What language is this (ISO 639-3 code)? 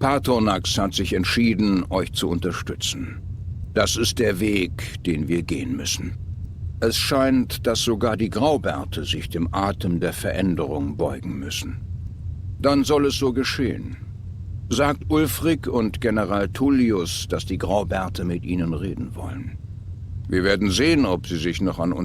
gsw